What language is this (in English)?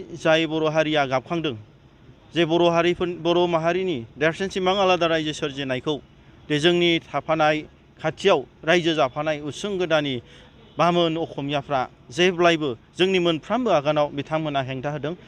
Bodo